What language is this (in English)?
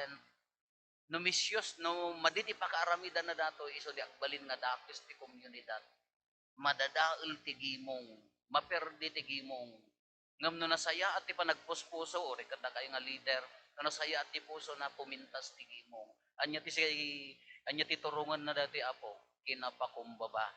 Iloko